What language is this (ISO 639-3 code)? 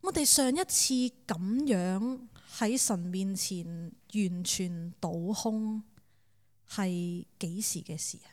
yue